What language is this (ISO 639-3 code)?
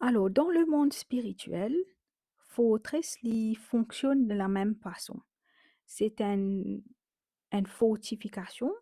mfe